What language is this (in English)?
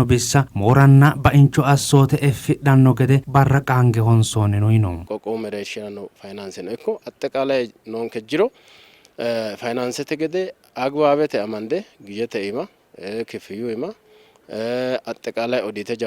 Sidamo